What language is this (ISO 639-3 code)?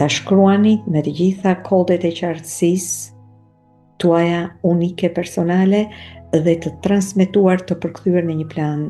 sqi